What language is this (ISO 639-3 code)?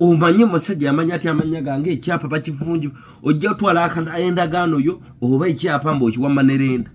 lug